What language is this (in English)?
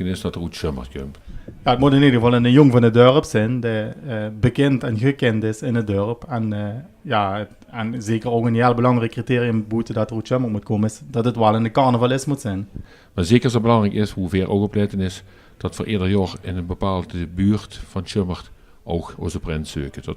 Limburgish